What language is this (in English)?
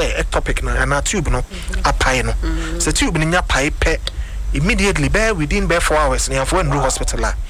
Akan